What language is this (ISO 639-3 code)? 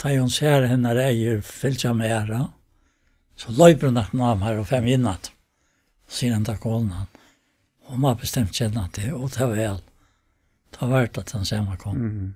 fao